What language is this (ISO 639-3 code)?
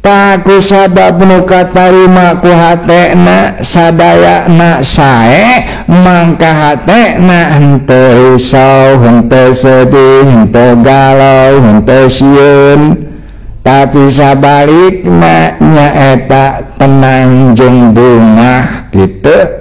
sun